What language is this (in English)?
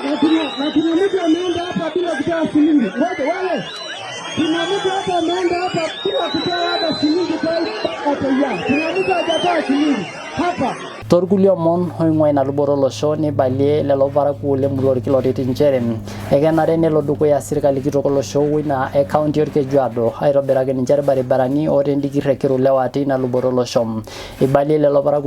Masai